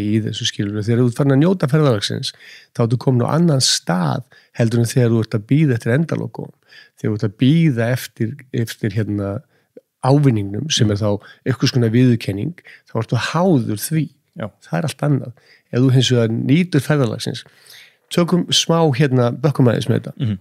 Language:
Icelandic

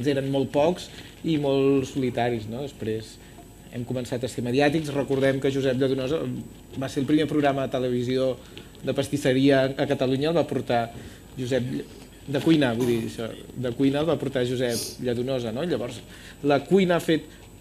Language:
Catalan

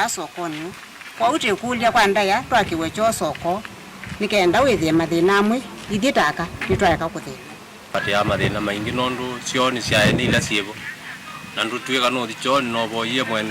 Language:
Kamba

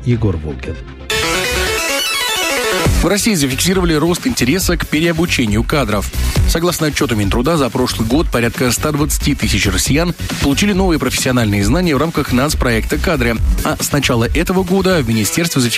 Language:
Russian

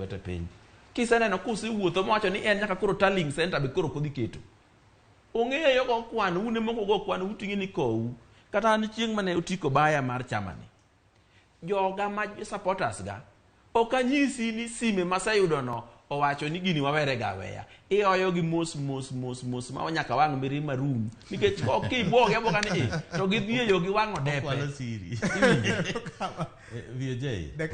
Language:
Luo (Kenya and Tanzania)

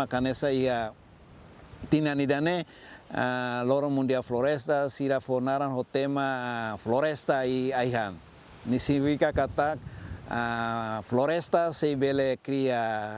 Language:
Tetum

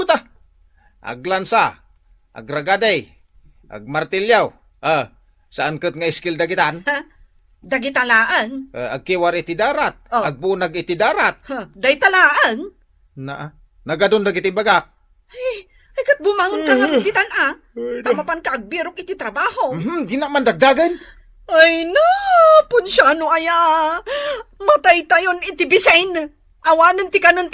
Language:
Iloko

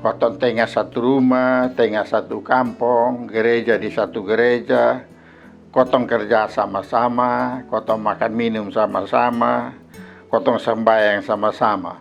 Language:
Kupang Malay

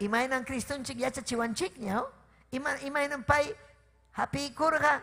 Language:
Ayacucho Quechua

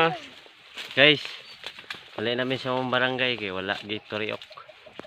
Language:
Cebuano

